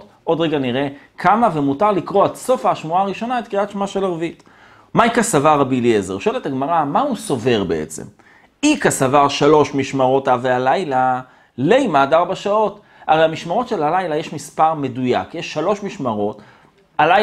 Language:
Hebrew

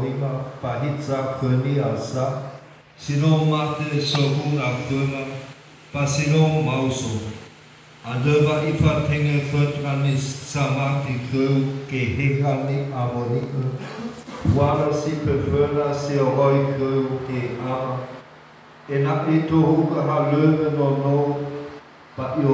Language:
Nias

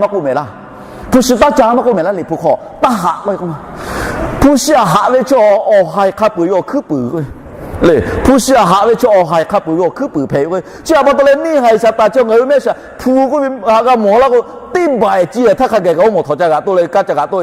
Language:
Lahu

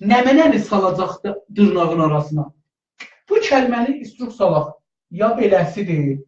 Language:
South Azerbaijani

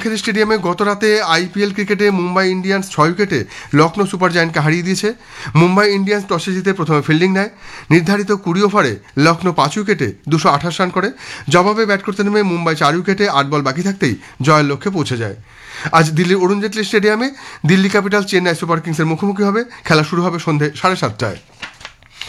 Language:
Bangla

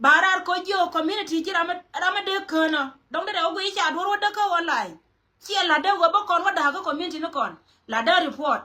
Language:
Nuer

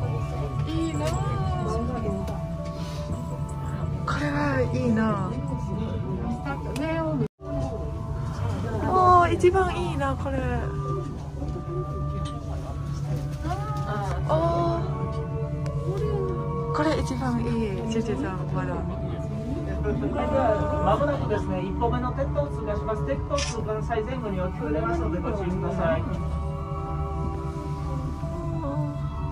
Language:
Japanese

